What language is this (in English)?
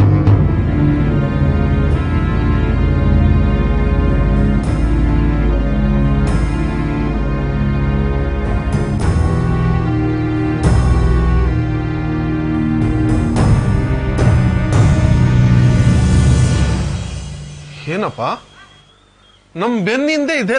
Kannada